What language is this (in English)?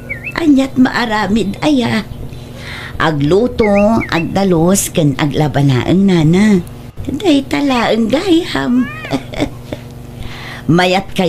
Iloko